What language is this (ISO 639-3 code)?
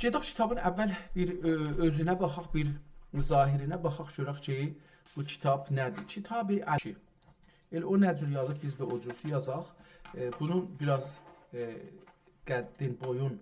azb